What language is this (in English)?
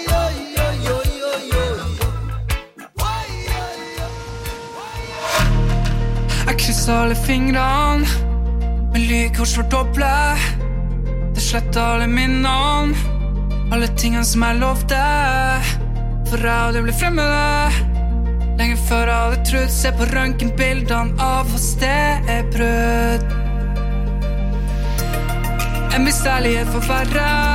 Norwegian